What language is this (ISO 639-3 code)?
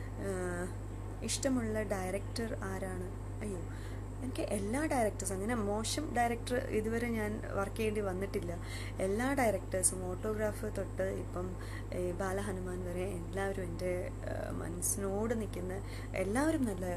mal